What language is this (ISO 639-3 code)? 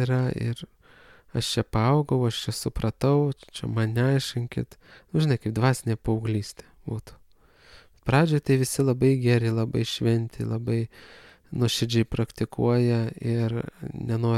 lit